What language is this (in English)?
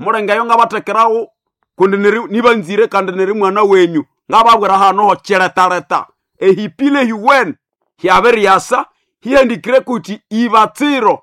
Nande